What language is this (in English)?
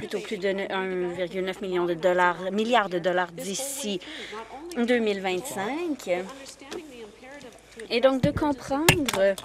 French